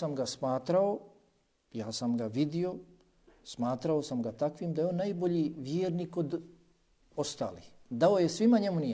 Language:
Bosnian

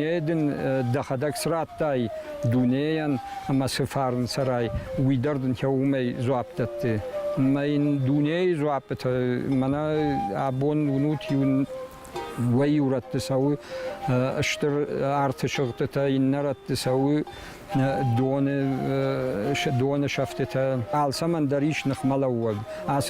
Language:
Ossetic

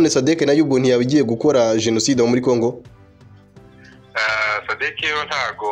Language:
Kinyarwanda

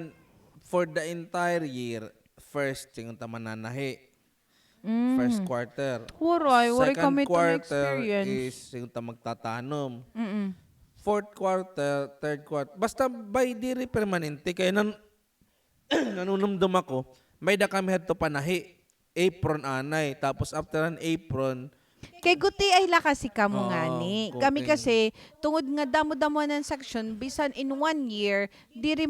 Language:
Waray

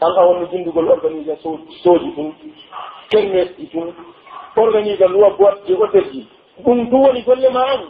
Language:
Pular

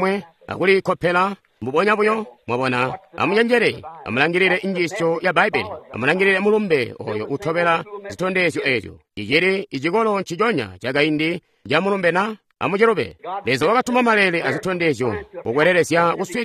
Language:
Tonga (Zambia)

